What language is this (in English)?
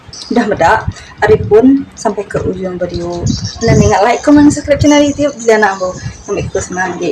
Iban